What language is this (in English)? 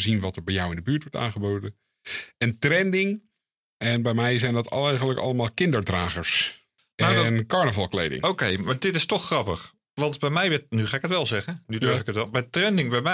Dutch